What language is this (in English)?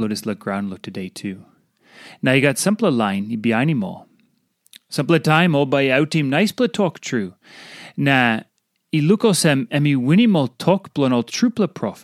Tok Pisin